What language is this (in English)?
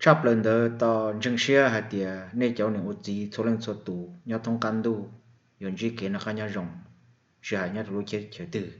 Hmong